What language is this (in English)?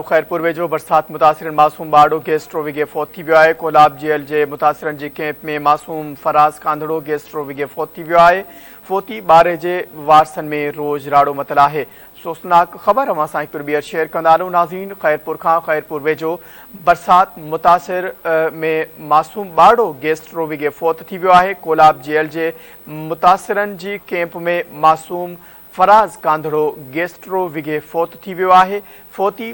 Sindhi